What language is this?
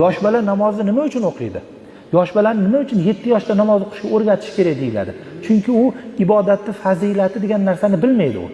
Uzbek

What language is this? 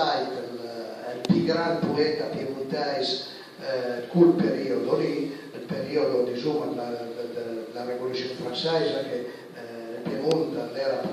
Piedmontese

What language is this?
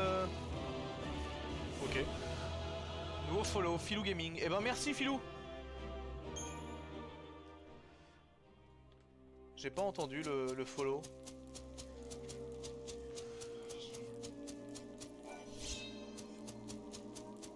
French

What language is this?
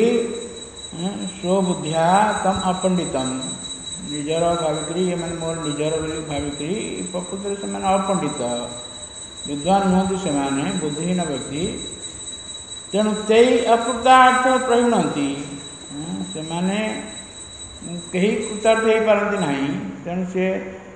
Odia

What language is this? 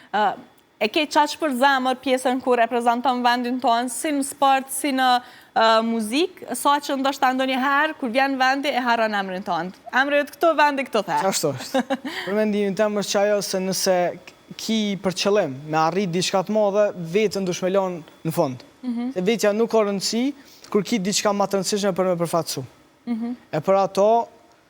Albanian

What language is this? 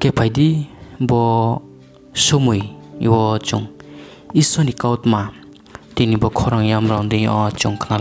Riang (India)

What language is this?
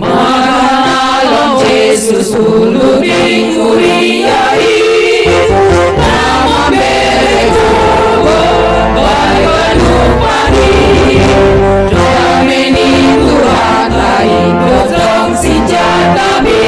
Batak Simalungun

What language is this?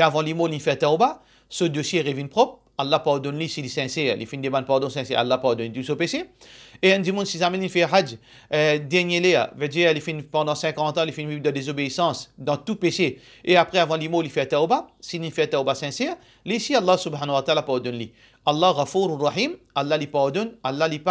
Morisyen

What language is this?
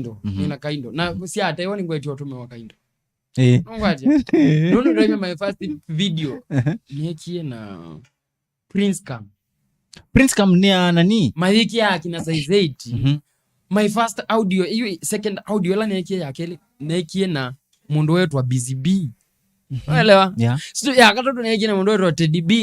Kamba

